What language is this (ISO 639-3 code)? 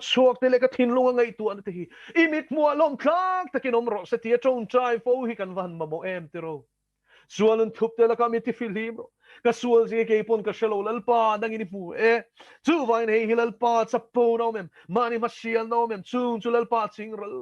lus